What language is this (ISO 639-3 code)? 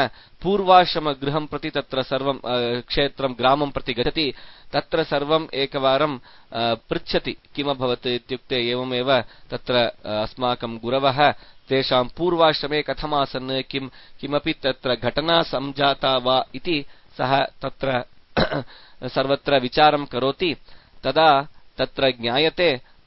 san